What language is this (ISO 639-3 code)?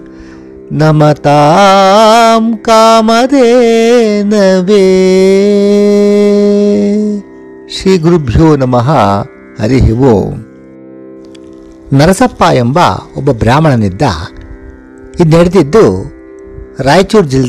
kan